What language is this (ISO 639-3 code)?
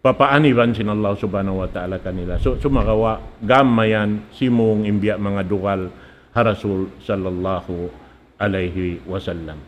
tsg